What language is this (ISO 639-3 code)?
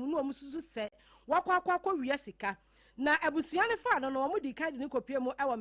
aka